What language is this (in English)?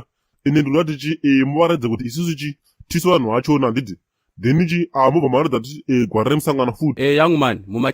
Shona